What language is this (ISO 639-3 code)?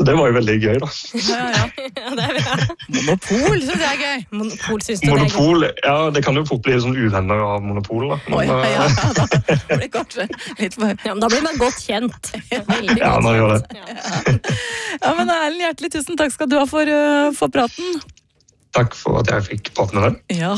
nor